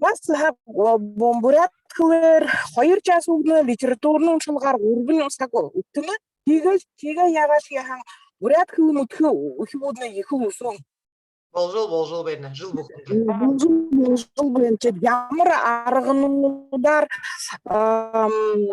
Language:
Buriat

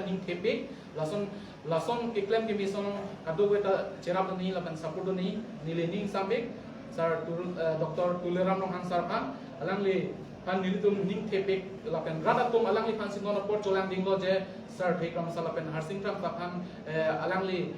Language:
Karbi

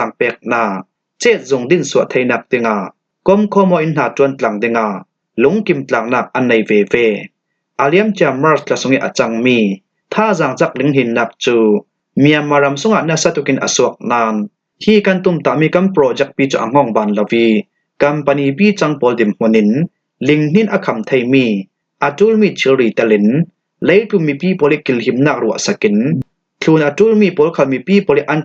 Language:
Falam Chin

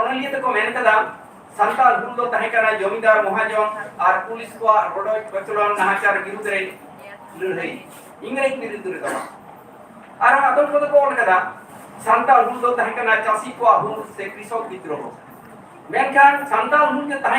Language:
Santali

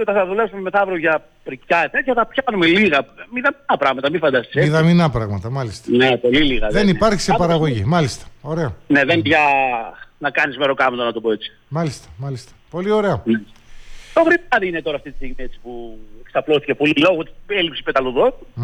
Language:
Greek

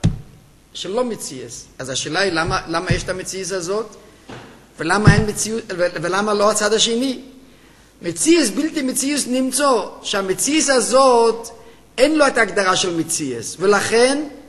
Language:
Hebrew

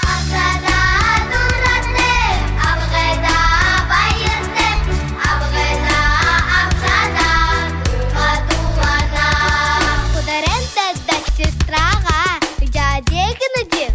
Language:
Buriat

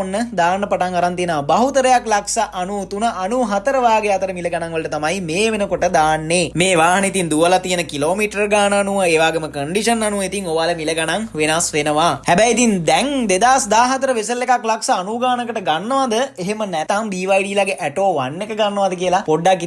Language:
Sinhala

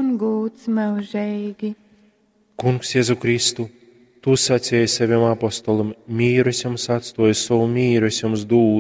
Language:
Latgalian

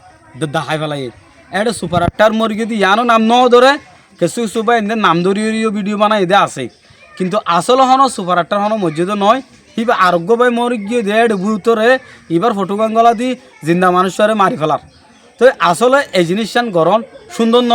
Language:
Rohingya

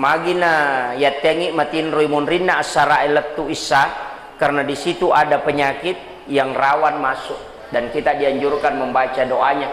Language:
Buginese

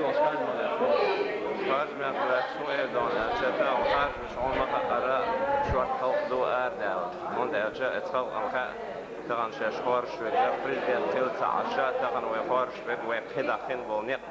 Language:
Chechen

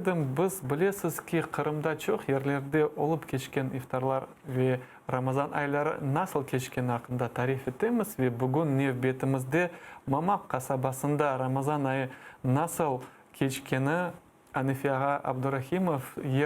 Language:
Crimean Tatar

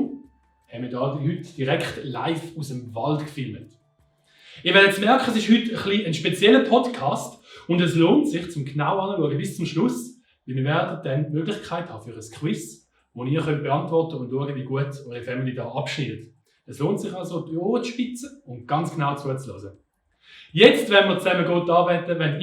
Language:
Swiss German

